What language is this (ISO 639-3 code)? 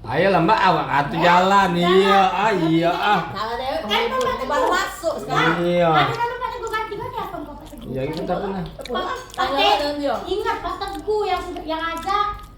mui